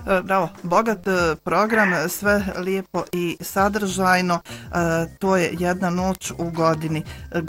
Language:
Bosnian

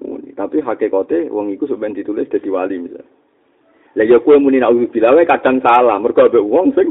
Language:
Javanese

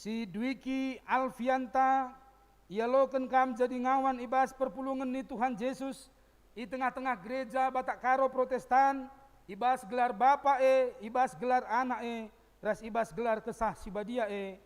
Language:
Batak Karo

